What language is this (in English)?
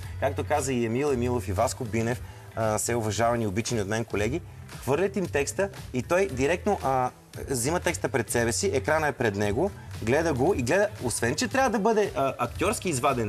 Bulgarian